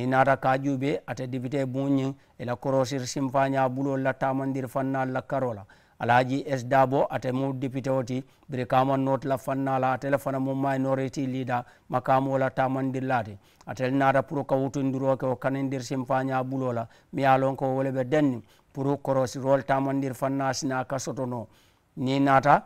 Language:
Mandingo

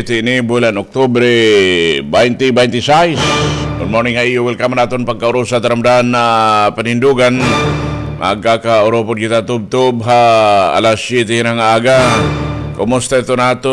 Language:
Waray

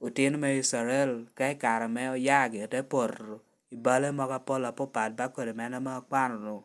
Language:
Lango (Uganda)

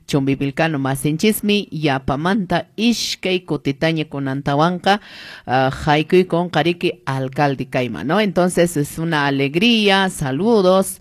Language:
Quechua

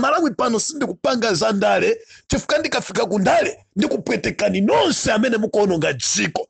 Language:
Nyanja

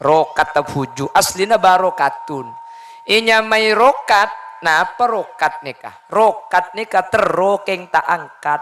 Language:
Madurese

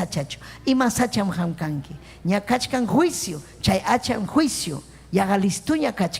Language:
Ayacucho Quechua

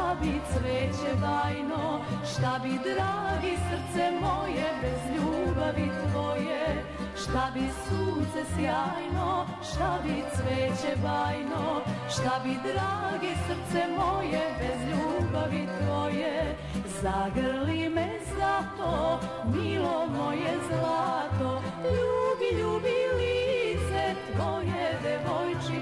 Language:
Serbian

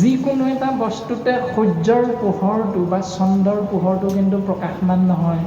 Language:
Assamese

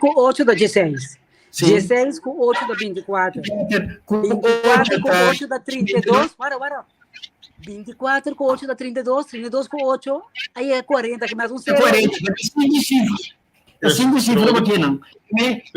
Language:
Papiamento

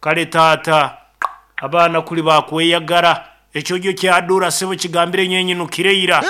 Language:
Nyankole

